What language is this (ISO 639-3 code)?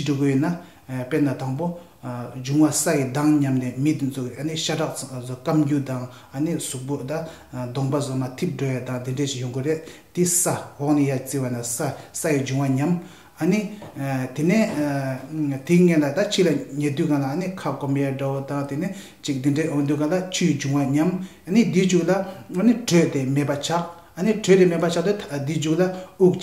bod